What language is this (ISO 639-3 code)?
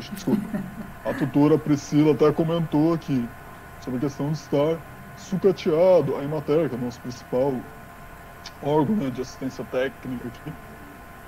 por